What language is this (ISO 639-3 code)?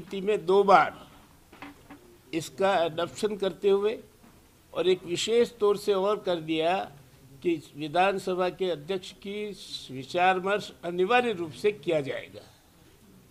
hin